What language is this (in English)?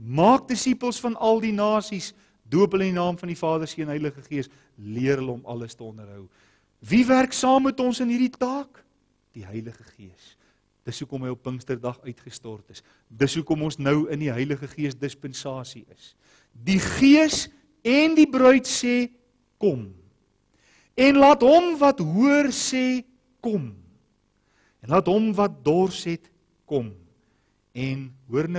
Afrikaans